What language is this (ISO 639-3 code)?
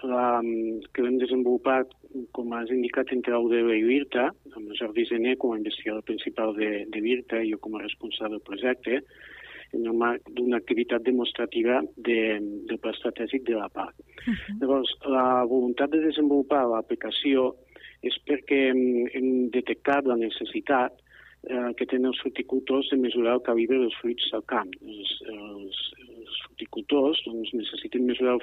cat